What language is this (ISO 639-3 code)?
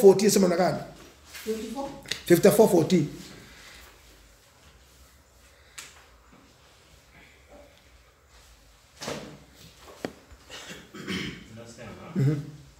swa